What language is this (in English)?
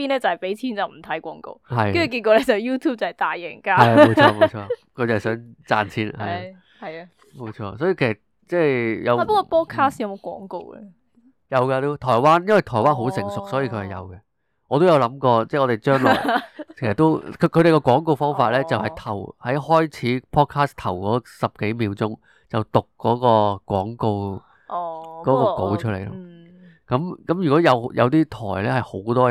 Cantonese